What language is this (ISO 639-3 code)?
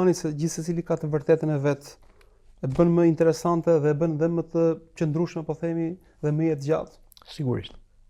sqi